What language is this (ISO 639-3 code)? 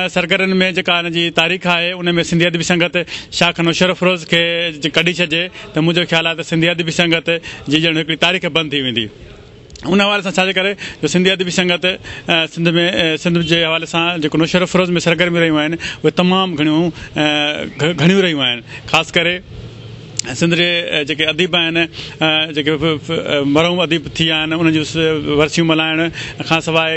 snd